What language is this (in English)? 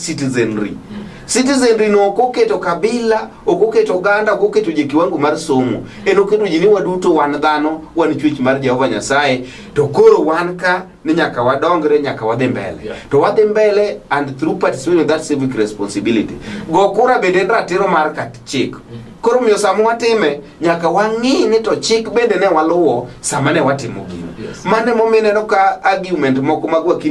Luo (Kenya and Tanzania)